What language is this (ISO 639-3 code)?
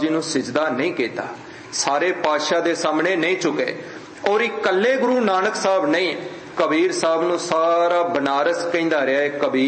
pan